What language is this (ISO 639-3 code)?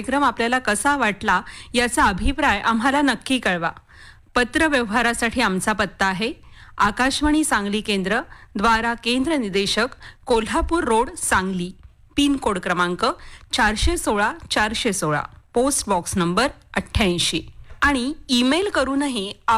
mar